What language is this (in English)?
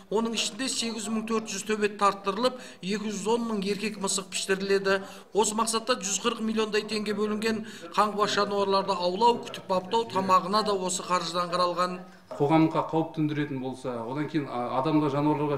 Kazakh